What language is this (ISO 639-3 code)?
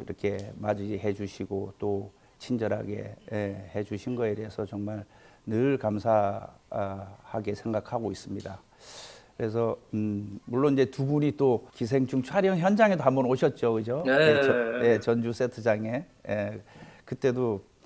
kor